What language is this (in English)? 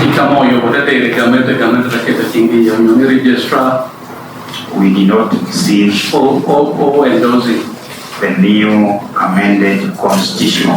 Lango (Uganda)